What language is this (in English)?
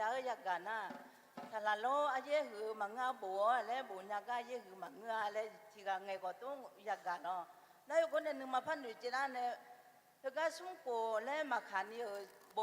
Akha